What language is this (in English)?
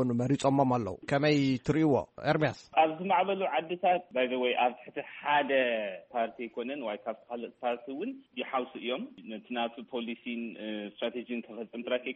Tigrinya